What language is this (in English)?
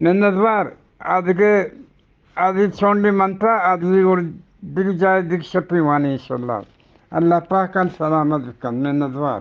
Eastern Balochi